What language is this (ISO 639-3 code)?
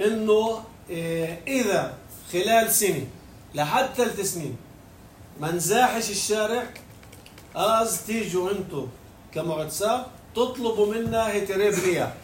apc